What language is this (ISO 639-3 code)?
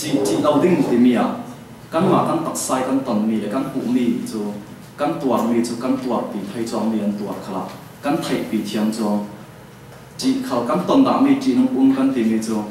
cfm